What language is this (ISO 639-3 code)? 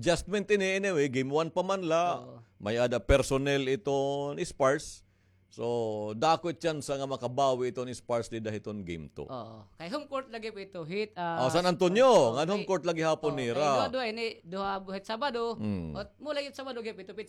war